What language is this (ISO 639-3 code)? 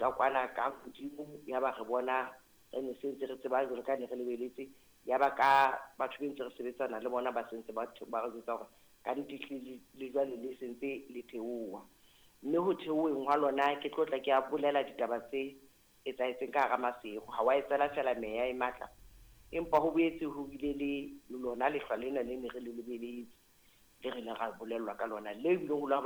sot